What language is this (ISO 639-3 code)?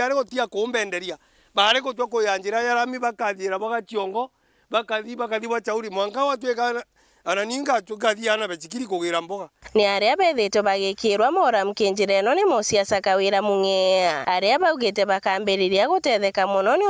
mer